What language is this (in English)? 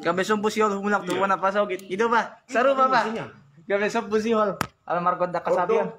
Batak Toba